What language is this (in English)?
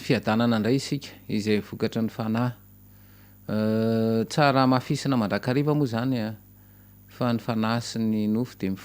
Malagasy